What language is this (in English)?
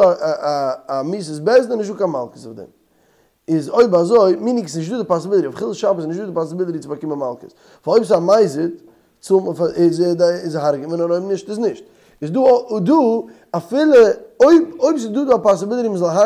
Yiddish